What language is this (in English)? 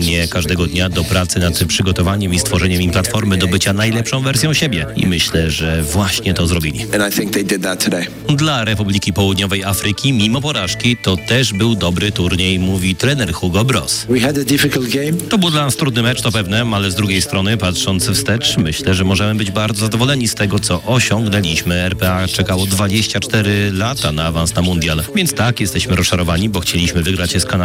Polish